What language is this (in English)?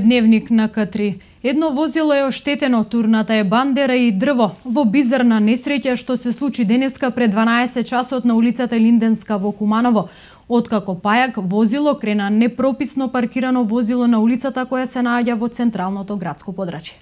Macedonian